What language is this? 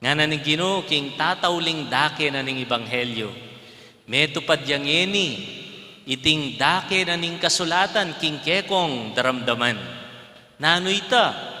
Pampanga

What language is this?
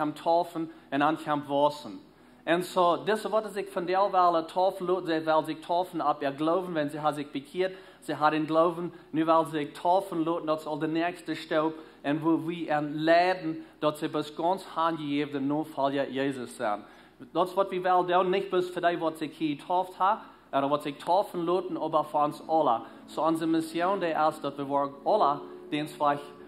Plautdietsch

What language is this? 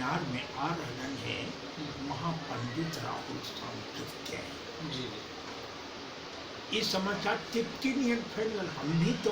Magahi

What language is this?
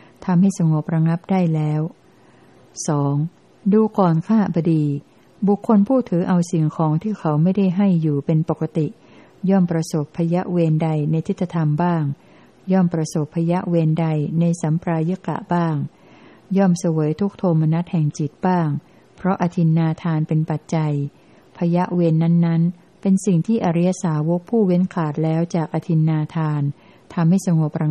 Thai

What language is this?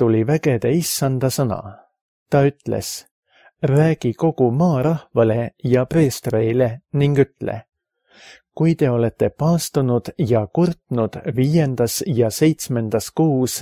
Estonian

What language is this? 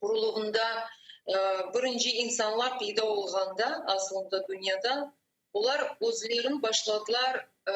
Crimean Tatar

